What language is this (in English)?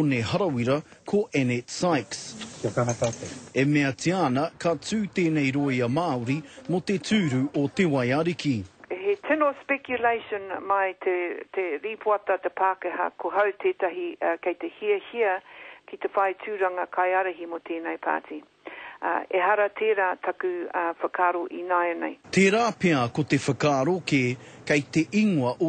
Māori